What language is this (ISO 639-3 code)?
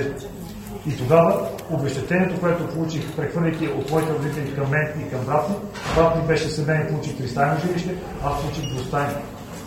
bul